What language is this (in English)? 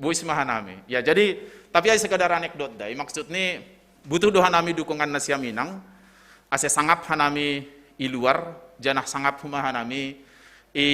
Batak Simalungun